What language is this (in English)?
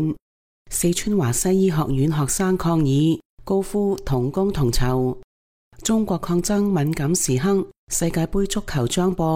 Cantonese